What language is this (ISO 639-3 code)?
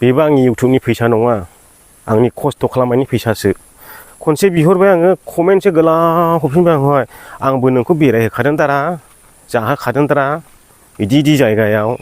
brx